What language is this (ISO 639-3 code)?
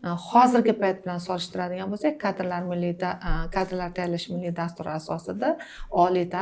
uzb